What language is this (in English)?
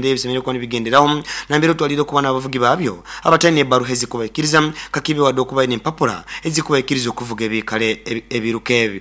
Nyoro